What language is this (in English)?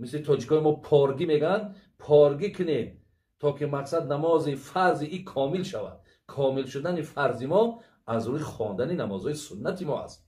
Tajik